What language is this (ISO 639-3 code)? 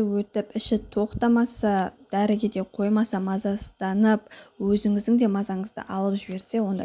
kaz